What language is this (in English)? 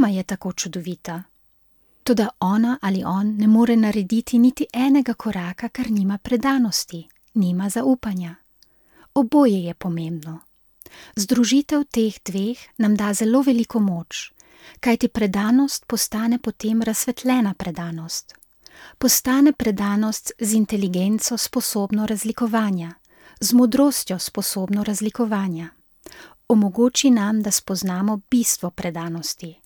Slovenian